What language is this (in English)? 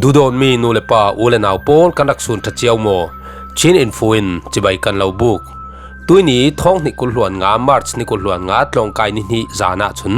Falam Chin